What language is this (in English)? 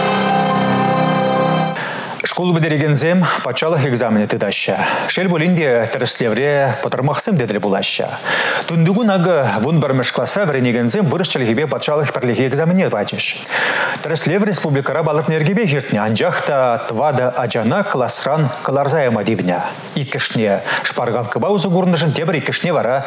Chuvash